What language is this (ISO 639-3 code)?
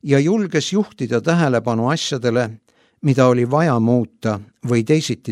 est